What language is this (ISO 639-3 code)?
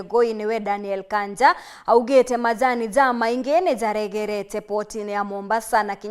mer